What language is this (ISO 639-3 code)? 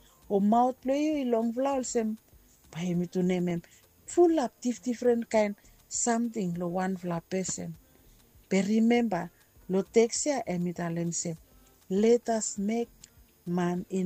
bis